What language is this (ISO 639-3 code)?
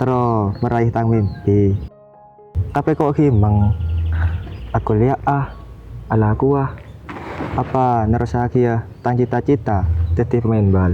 mad